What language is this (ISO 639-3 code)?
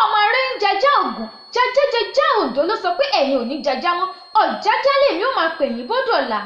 yor